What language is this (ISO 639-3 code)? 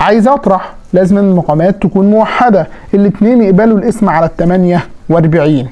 arz